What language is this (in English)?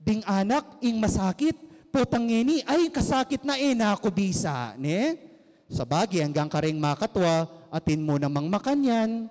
Pampanga